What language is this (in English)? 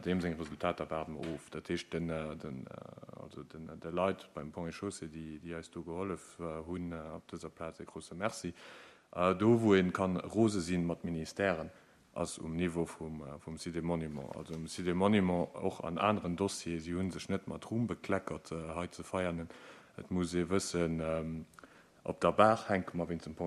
Luxembourgish